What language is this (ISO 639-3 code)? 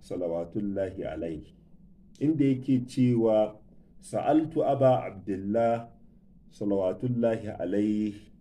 hau